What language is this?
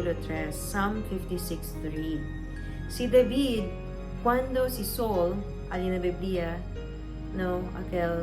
Chavacano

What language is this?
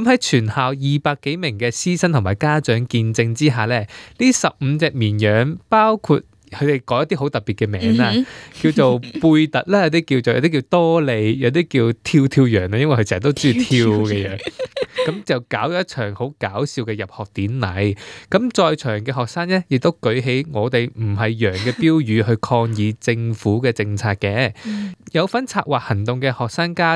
Cantonese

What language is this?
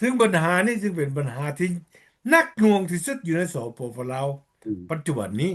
Lao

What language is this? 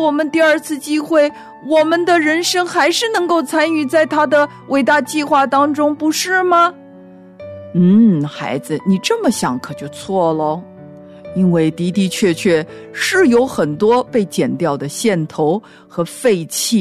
Chinese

